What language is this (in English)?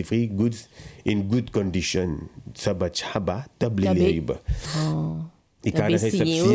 Bhojpuri